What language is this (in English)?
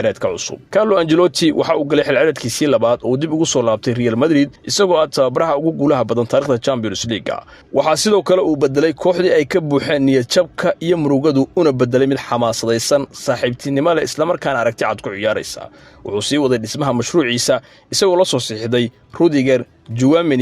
Somali